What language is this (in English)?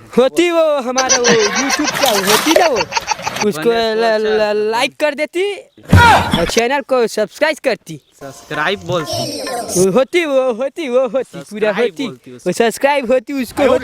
Chhattisgarhi